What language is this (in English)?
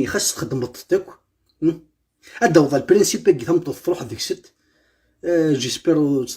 Kabyle